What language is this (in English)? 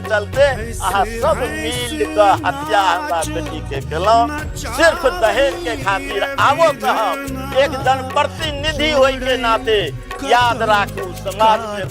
Maithili